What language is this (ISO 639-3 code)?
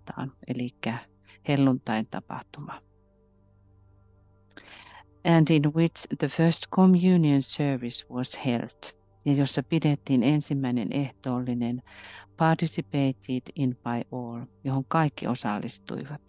fin